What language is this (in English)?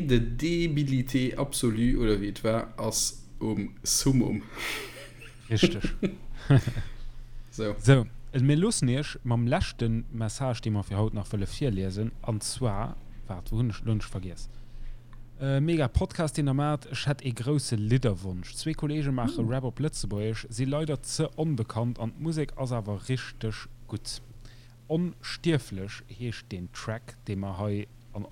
Luxembourgish